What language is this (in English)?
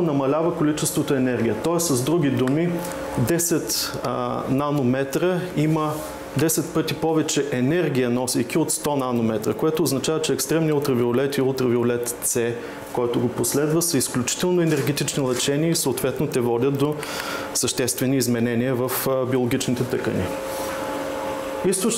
Bulgarian